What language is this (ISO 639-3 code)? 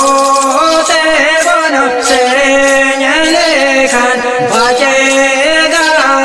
sat